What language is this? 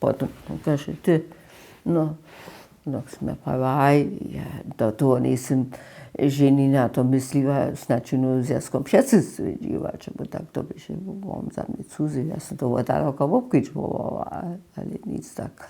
Upper Sorbian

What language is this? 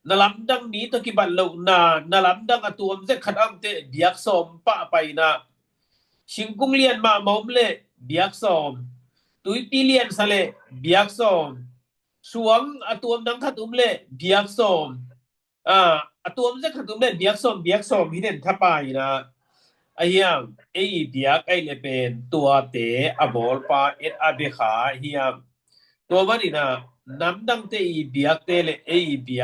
Tedim Chin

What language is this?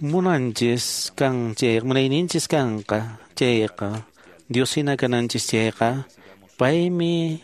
Quechua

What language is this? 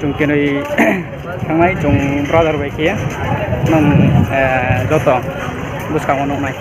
Riang (India)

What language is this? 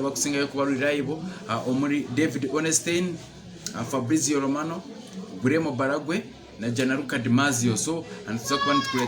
Nyankole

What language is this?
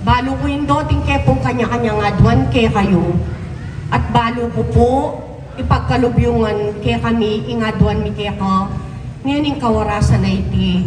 Pampanga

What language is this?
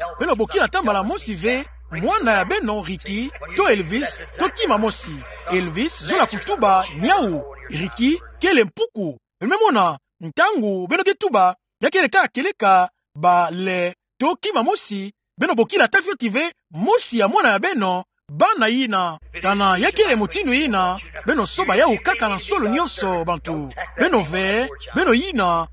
Kituba (Democratic Republic of Congo)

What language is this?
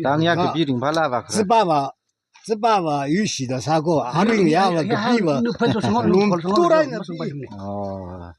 Tangkhul Naga (India)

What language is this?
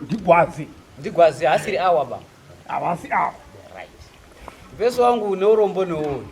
Shona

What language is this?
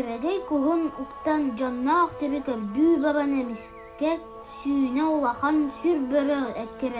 Yakut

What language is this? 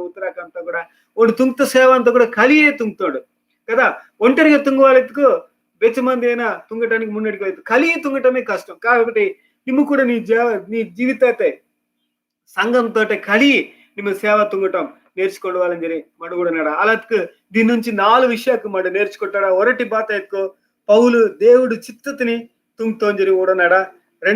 Koya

